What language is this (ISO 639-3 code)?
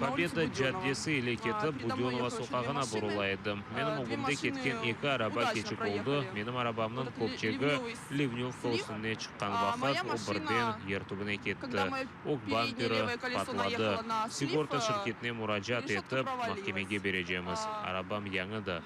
crh